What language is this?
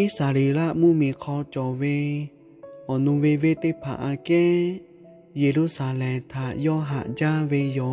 Lahu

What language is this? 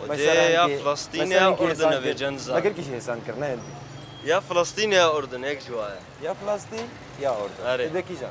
Kurdish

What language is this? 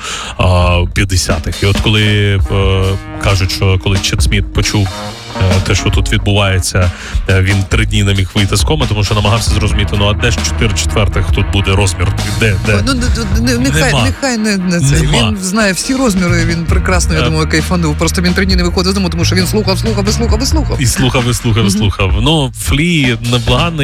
Ukrainian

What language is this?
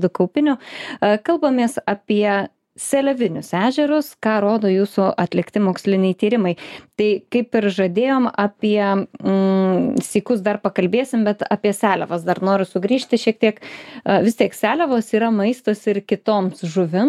Lithuanian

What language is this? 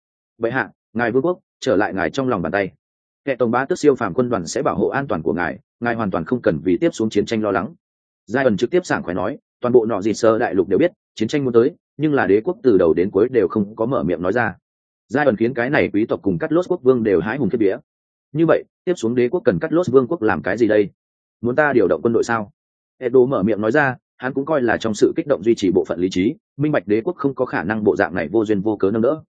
Vietnamese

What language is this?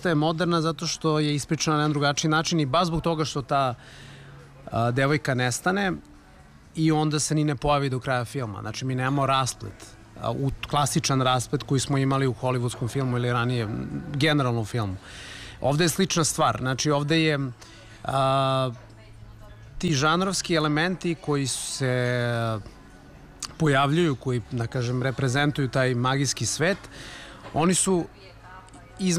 Serbian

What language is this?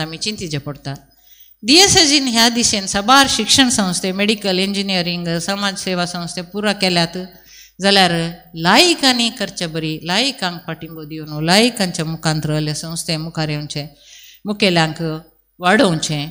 Konkani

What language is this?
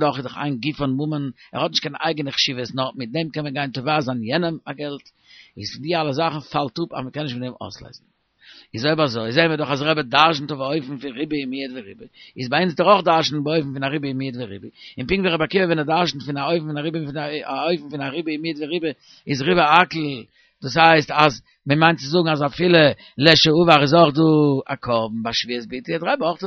Yiddish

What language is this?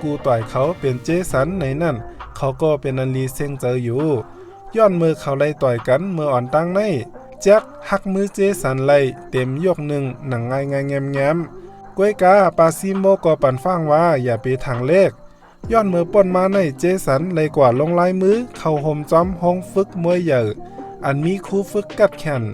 Shan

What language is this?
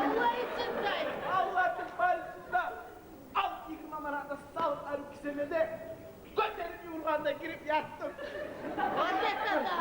Kumyk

